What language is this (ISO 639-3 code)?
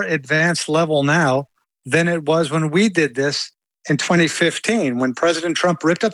eng